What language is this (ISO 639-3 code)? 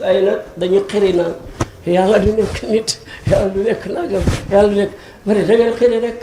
wol